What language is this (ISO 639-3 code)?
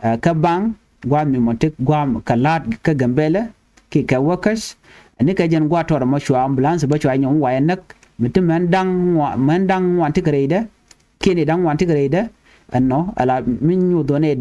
nus